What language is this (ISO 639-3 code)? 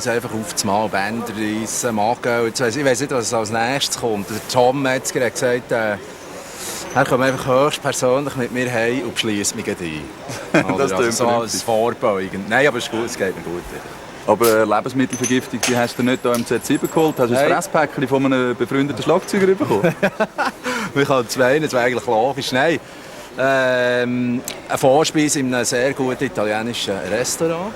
gsw